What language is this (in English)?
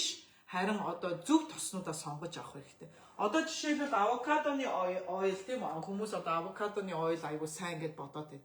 Mongolian